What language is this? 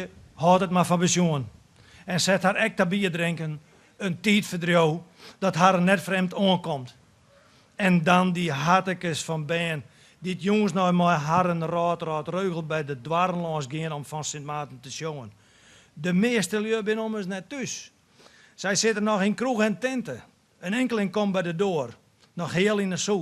Western Frisian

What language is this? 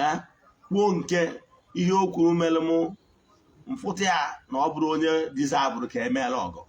Igbo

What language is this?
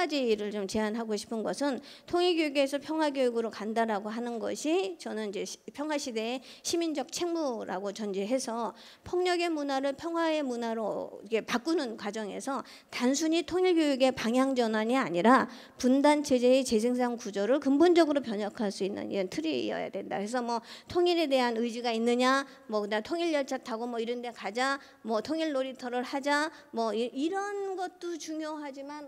Korean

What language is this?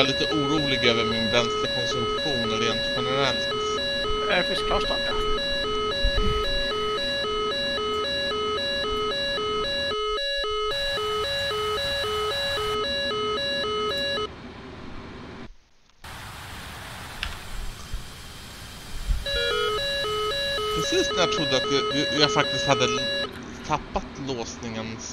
Swedish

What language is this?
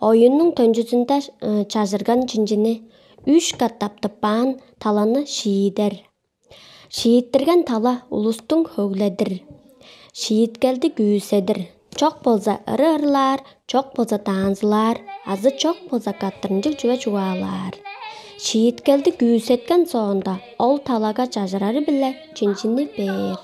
Tuvinian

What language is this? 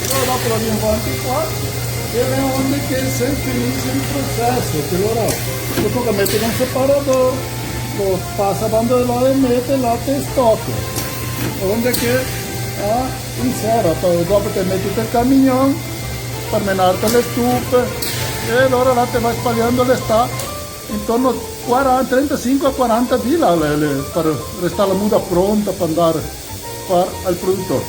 Venetian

